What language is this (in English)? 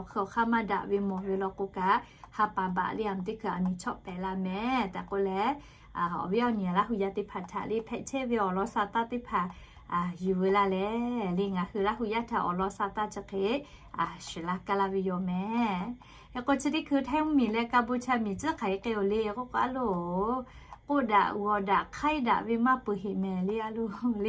Lahu